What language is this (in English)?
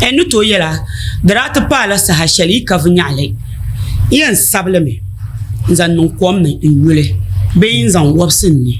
Dagbani